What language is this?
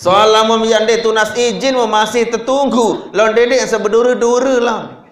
Sasak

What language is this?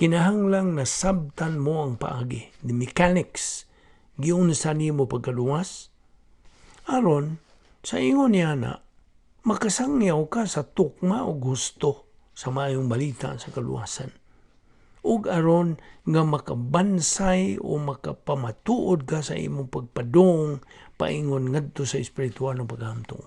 Cebuano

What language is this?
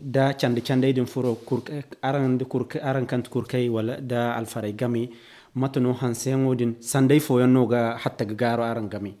Zarma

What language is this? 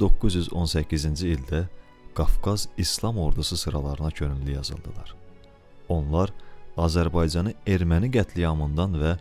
Azerbaijani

